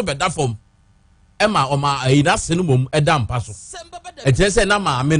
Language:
Akan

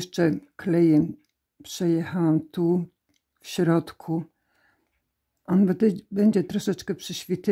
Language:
Polish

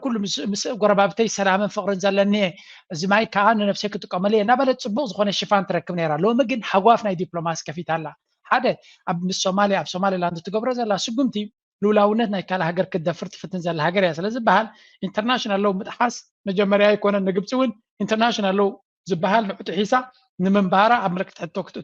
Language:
Tigrinya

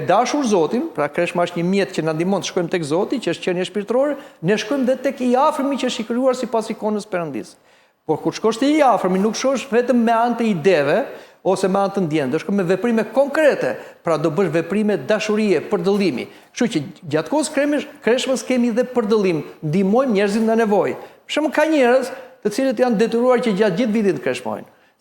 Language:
Albanian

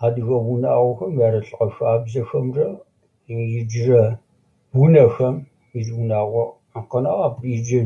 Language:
Adyghe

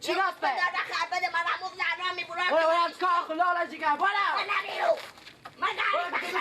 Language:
Persian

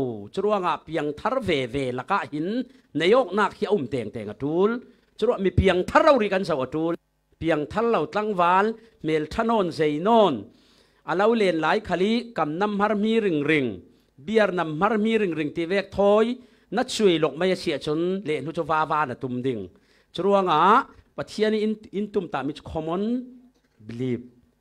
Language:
Falam Chin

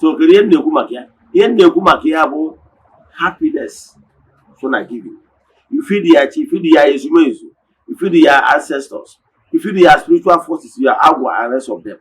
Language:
Igbo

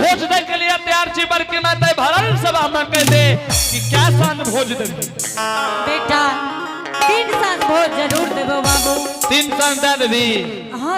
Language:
Angika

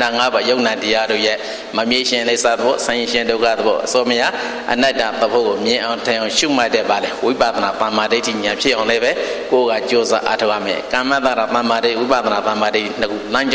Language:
Burmese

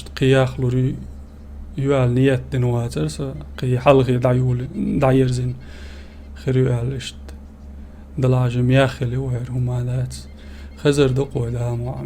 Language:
Chechen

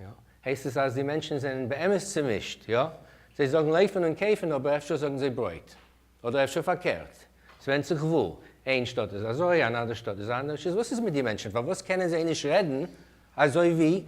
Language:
Yiddish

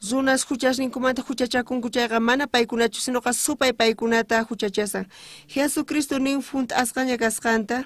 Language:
South Bolivian Quechua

